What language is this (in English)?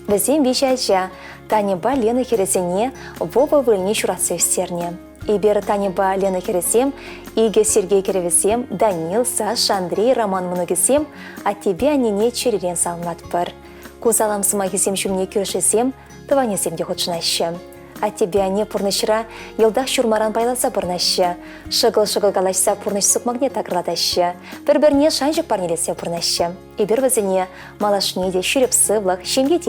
Chuvash